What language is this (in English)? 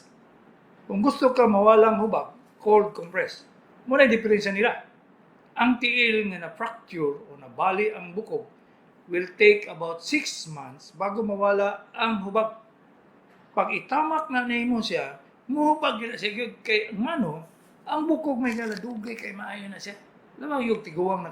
Cebuano